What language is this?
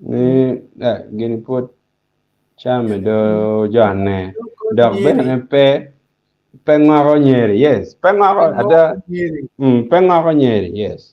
Acoli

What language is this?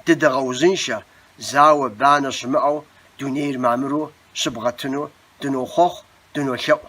Kabardian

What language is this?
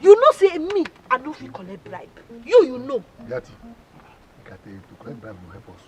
Nigerian Pidgin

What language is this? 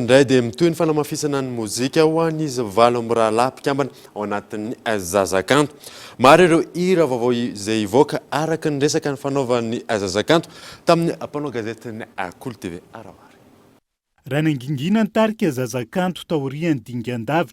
Malagasy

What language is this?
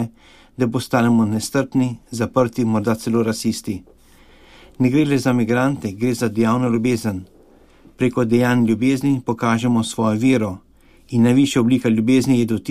Slovenian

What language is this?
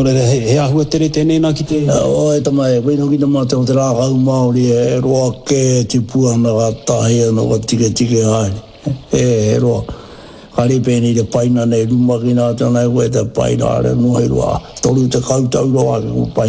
Māori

